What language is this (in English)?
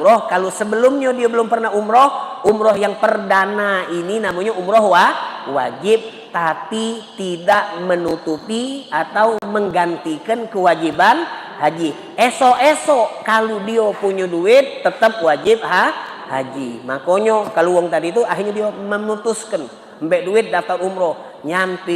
Musi